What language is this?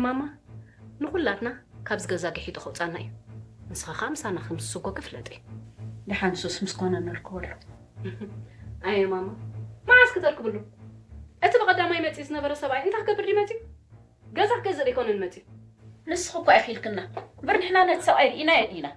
Tigrinya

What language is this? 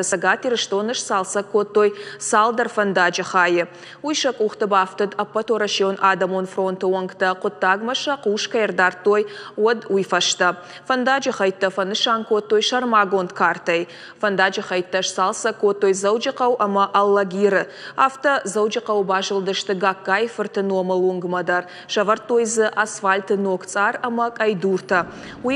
Ossetic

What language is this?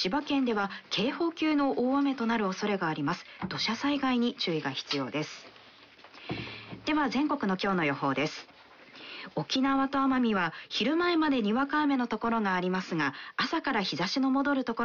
Japanese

